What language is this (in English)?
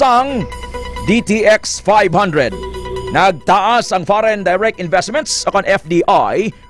Hiligaynon